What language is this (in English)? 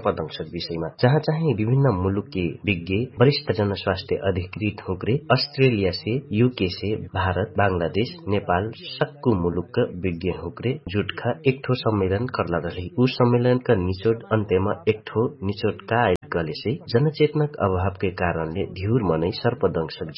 Dangaura Tharu